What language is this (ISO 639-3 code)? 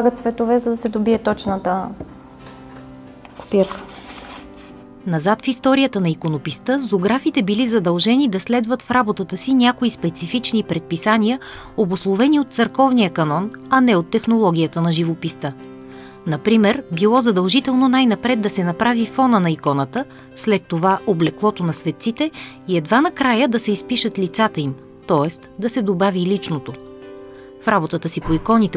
bul